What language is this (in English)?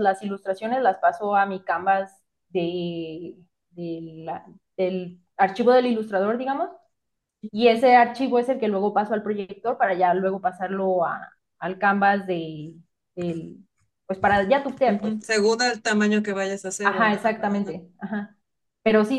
Spanish